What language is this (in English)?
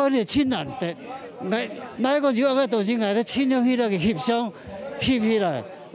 Hakka Chinese